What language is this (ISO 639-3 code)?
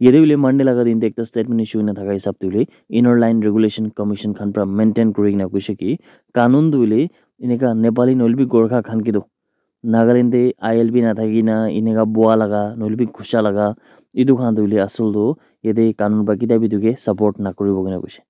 nag